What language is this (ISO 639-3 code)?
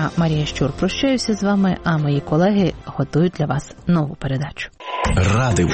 ukr